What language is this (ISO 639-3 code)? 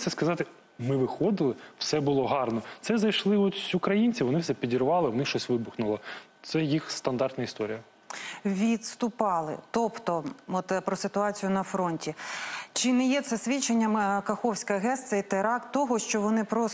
ukr